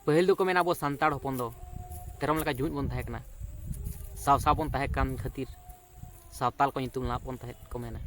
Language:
Santali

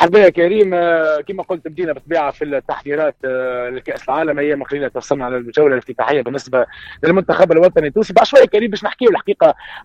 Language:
Tunisian Arabic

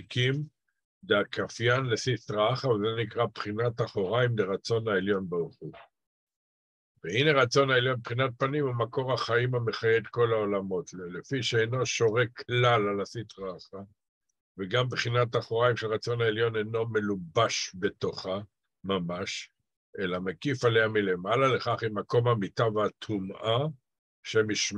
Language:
Hebrew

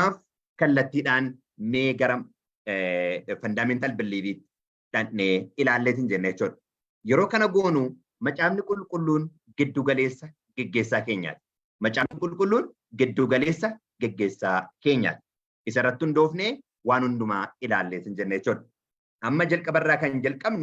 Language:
Oromo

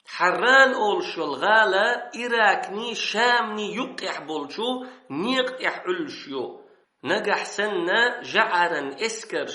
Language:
Chechen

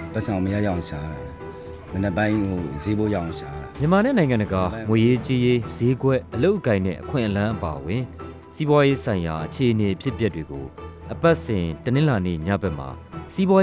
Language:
Burmese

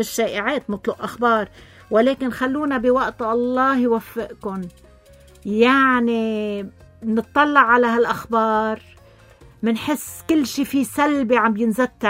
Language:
North Levantine Arabic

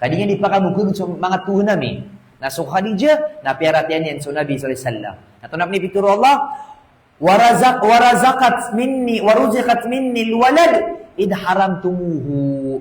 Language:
Maranao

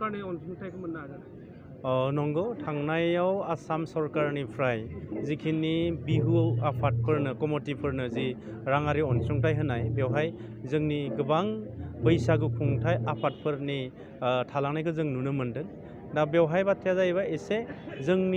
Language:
Bodo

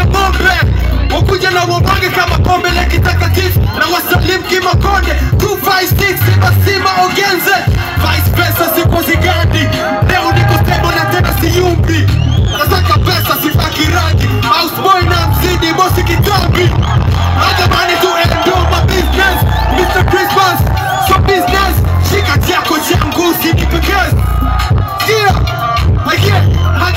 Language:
Swahili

